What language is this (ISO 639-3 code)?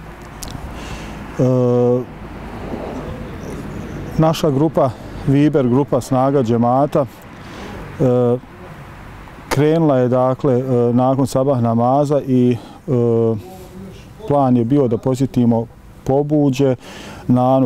bos